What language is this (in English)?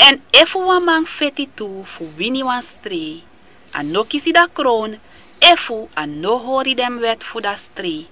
Sranan Tongo